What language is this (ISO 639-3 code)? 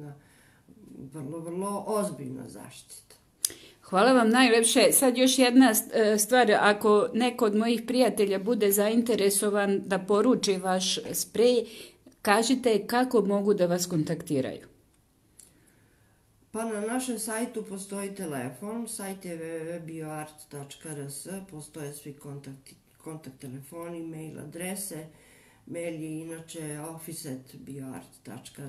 srp